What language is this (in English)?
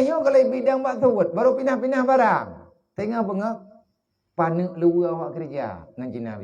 Achinese